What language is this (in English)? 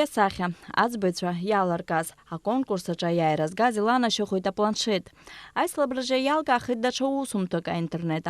Abkhazian